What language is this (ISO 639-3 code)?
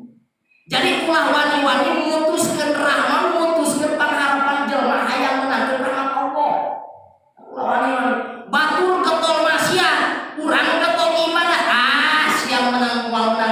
sun